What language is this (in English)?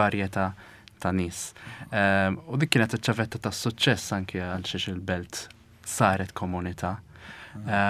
Maltese